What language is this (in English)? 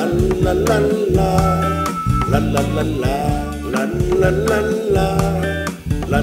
Thai